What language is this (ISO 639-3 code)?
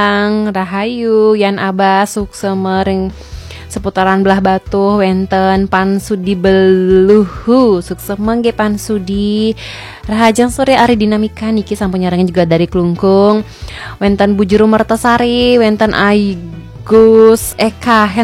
ban